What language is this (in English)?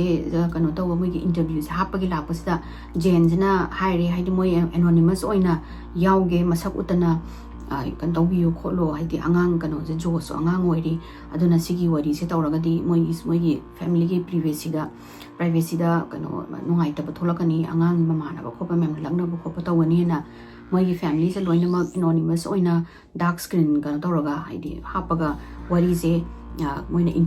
Manipuri